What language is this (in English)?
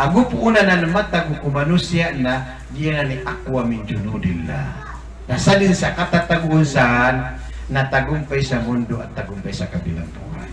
Maranao